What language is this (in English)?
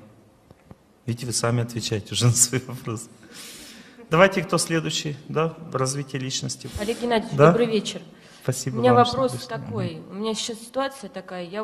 Russian